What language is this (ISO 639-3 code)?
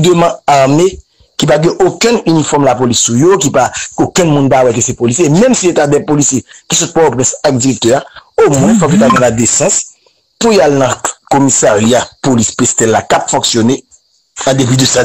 hat